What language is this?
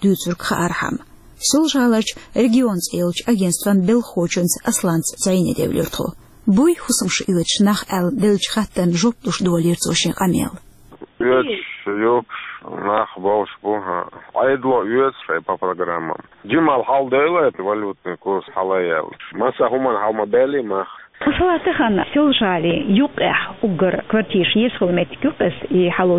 Chechen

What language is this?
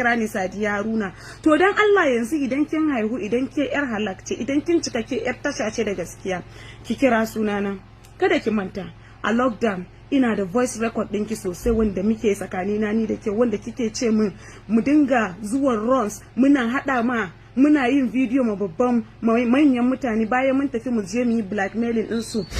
Hausa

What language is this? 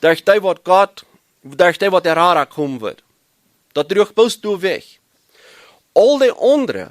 Plautdietsch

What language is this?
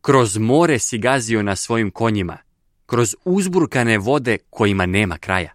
Serbian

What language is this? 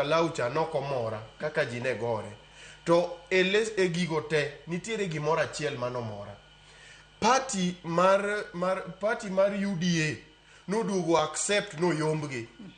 Luo (Kenya and Tanzania)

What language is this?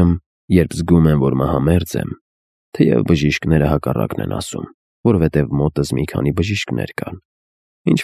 Armenian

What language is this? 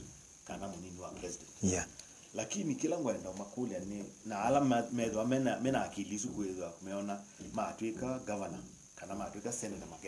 Kamba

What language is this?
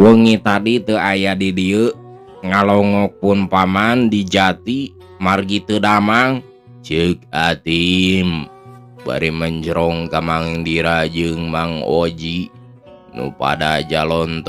Sundanese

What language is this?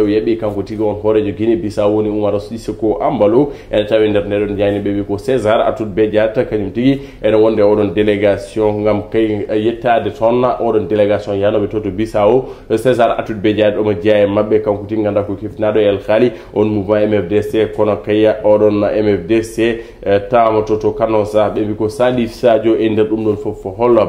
Fula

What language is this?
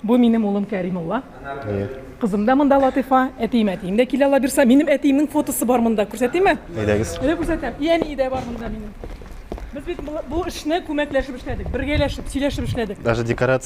Tatar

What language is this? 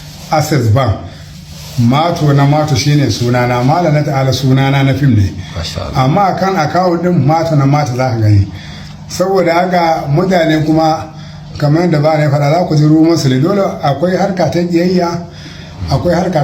Hausa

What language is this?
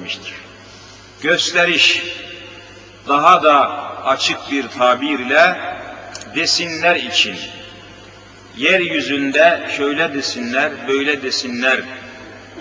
Turkish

